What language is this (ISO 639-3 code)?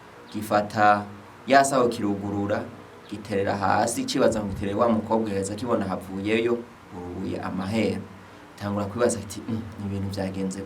run